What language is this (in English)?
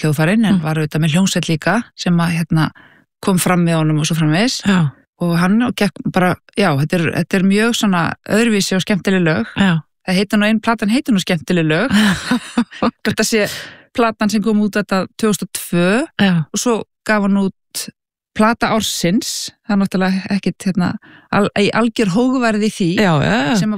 Icelandic